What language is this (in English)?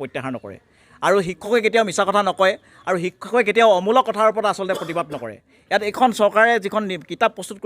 Assamese